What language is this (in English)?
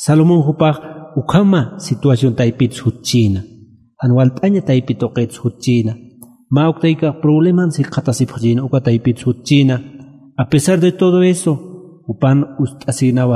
Aymara